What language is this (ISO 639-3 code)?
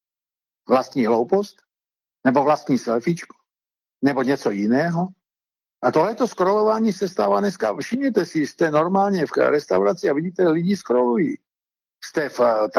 ces